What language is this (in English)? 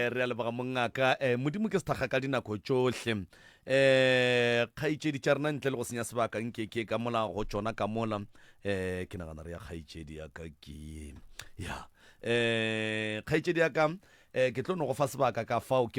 Northern Sotho